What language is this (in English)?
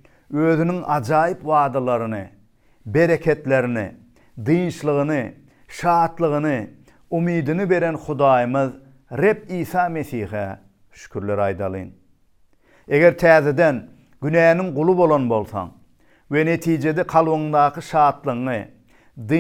Turkmen